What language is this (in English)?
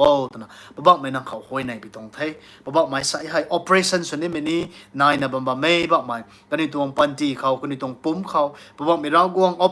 Rongmei Naga